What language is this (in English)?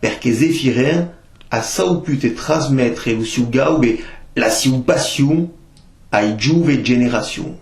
Occitan